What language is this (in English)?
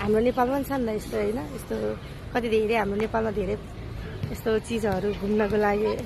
Nepali